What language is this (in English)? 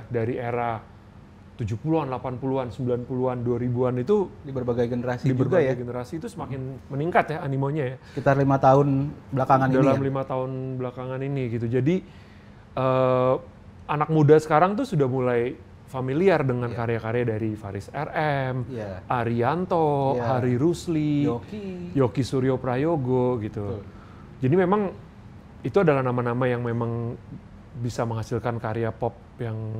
Indonesian